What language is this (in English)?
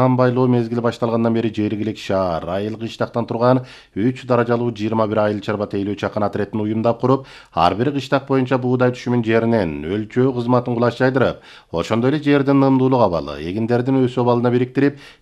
Kyrgyz